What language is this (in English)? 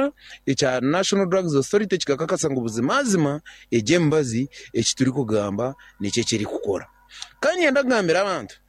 Nyankole